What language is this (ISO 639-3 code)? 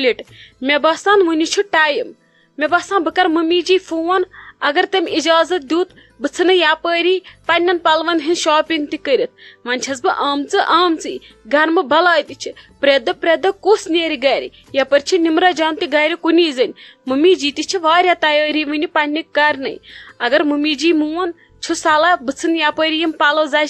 kas